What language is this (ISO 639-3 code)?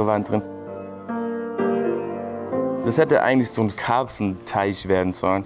deu